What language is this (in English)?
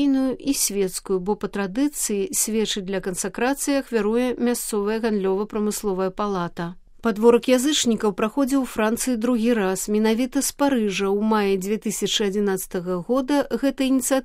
Belarusian